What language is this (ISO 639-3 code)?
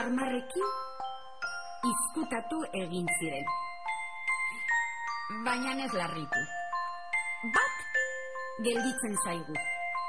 eus